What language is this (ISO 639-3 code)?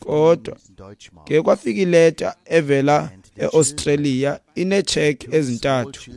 xho